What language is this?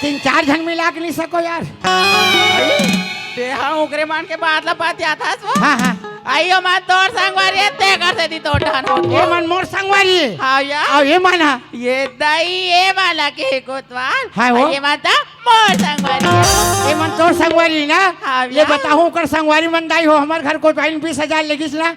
Chhattisgarhi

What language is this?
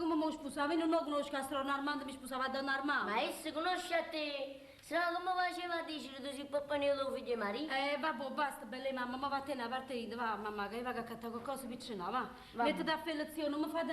Neapolitan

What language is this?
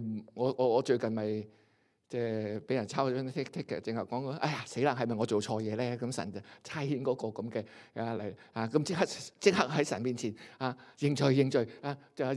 Cantonese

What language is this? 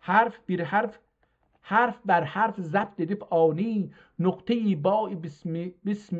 South Azerbaijani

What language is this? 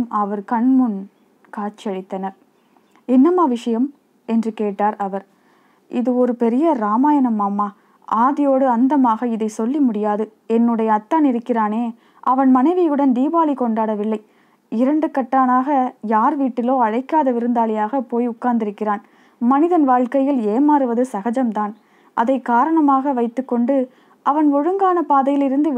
Tamil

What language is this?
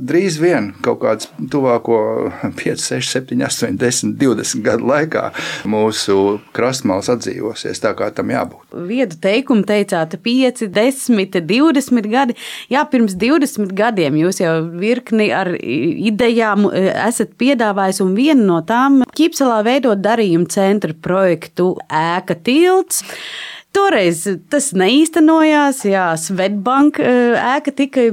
Latvian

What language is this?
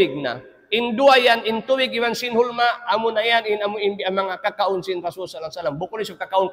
Tausug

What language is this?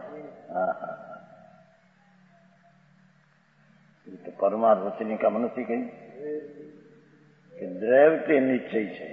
Gujarati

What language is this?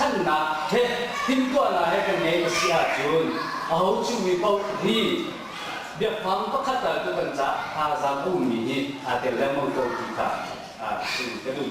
Hakha Chin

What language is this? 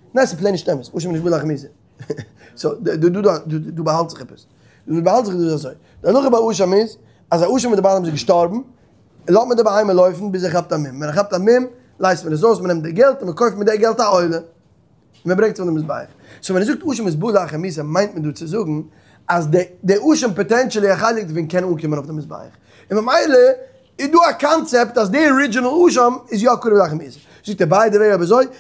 Yiddish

